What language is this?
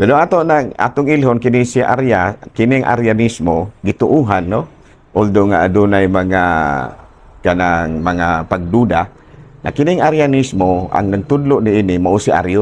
Cebuano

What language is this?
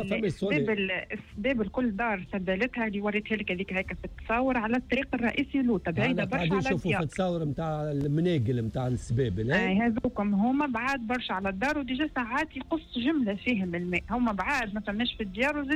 Tunisian Arabic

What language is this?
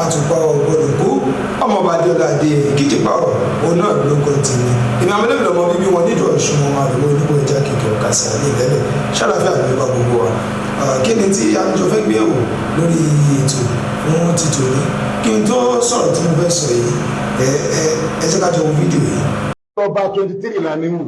Yoruba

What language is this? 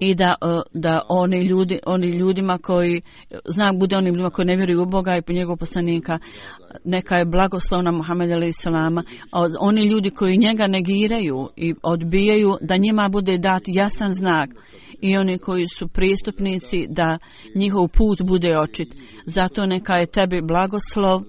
Bosnian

